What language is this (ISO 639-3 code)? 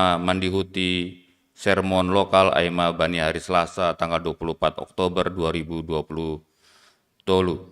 bts